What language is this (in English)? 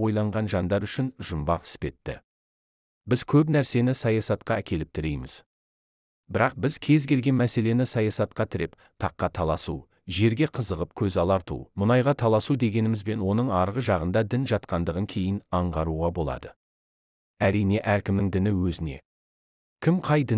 Kazakh